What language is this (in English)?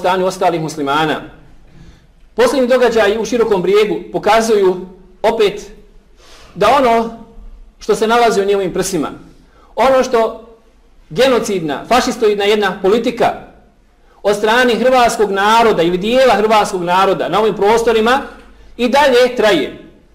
Bosnian